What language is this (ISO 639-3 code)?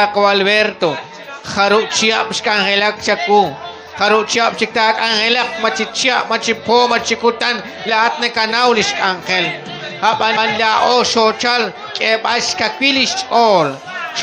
kek